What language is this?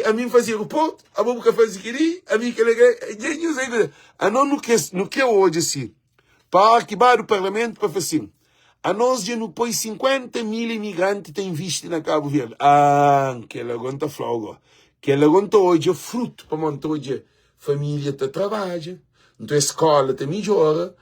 Kabuverdianu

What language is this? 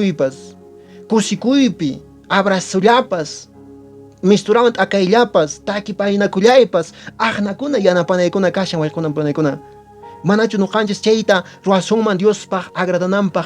Quechua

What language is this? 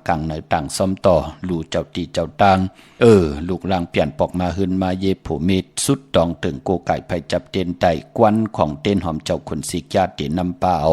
Shan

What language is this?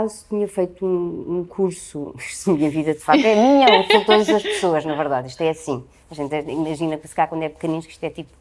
Portuguese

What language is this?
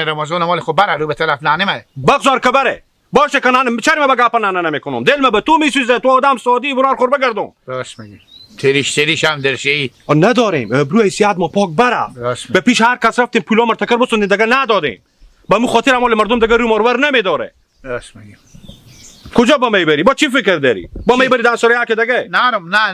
Hazaragi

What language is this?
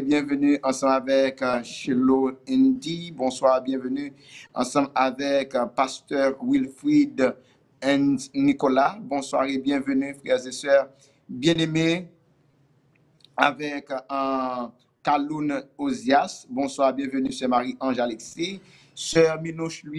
French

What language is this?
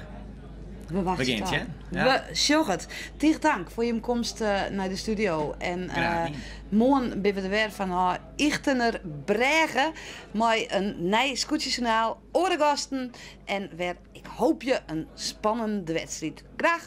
Western Frisian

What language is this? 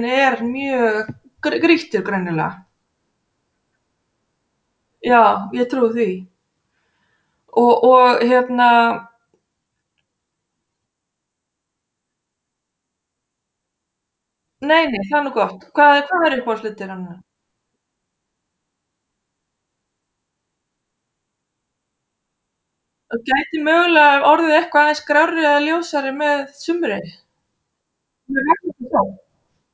Icelandic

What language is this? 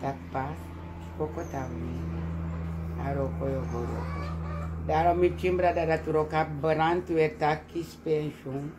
Sranan Tongo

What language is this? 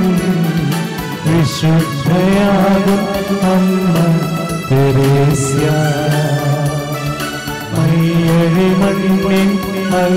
Malayalam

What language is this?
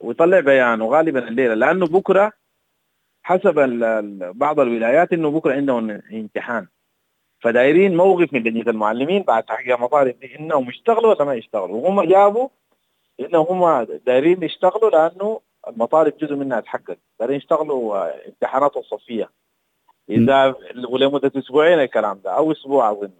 Sudanese Arabic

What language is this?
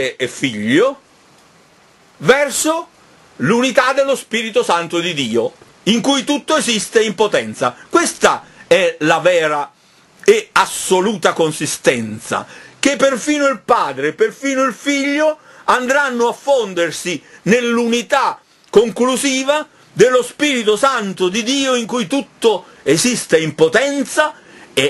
Italian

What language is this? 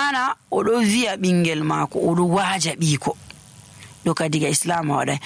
Nigerian Fulfulde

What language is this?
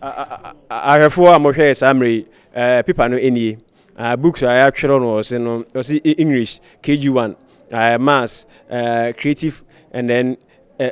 Akan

